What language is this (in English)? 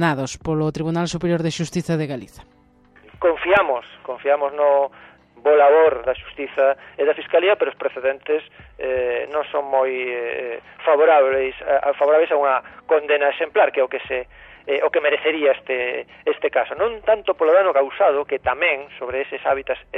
Galician